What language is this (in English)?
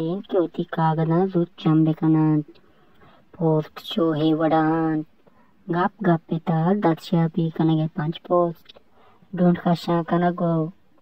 Baluchi